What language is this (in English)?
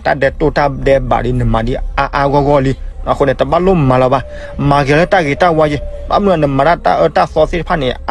S'gaw Karen